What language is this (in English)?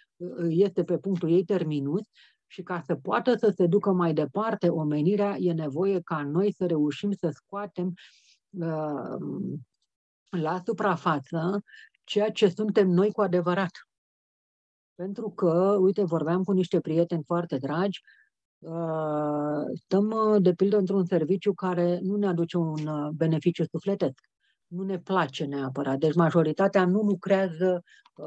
Romanian